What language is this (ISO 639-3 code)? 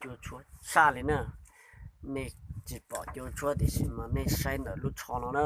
hmn